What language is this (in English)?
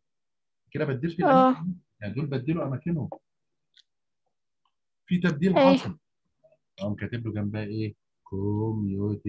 Egyptian Arabic